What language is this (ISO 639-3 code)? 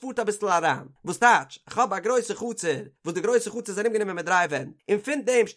yid